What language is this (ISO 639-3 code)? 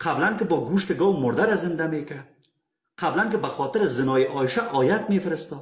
fas